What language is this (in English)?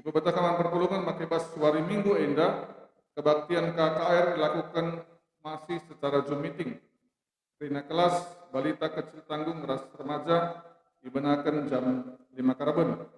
Batak Karo